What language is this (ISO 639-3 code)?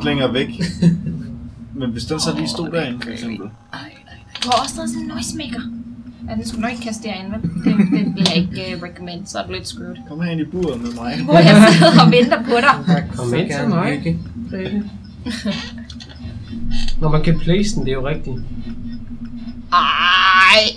dan